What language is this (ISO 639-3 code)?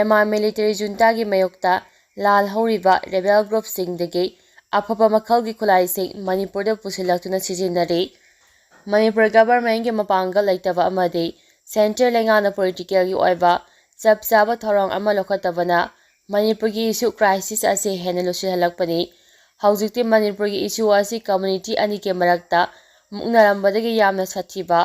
mni